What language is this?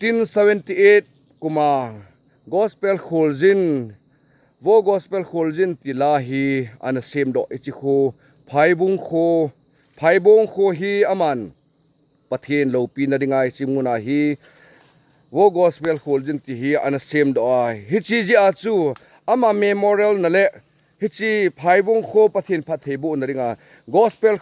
Thado Chin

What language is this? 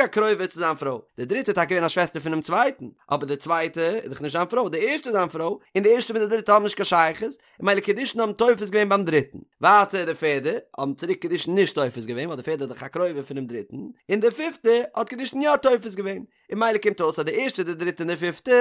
Yiddish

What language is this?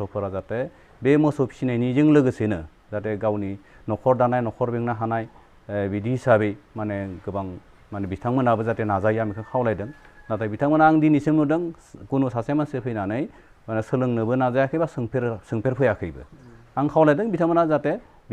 Bodo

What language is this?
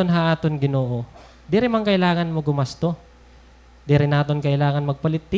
Waray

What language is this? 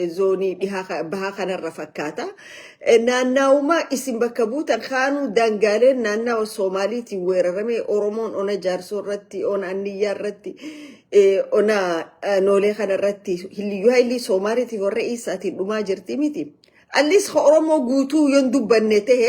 Oromo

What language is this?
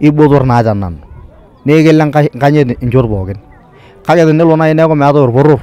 Masai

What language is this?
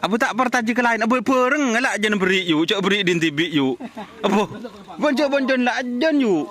Madurese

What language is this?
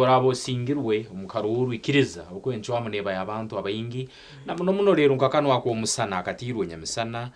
Nyankole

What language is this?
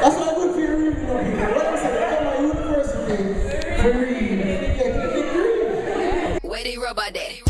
Jamaican Creole English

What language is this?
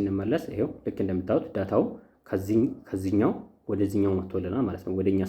Amharic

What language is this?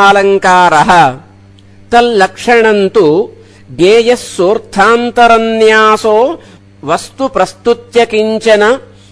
Sanskrit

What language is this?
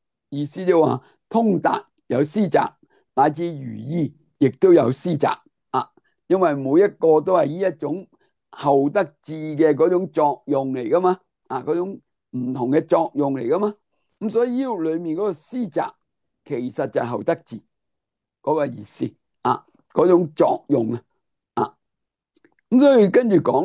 Cantonese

